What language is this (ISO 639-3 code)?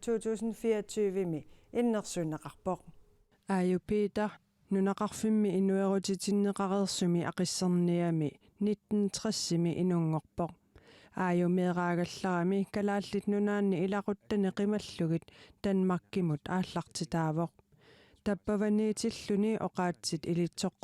kal